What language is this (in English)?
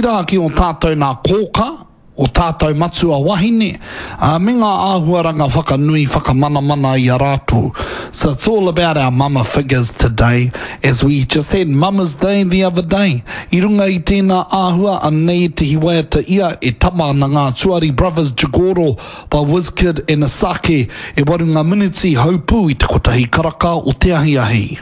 Māori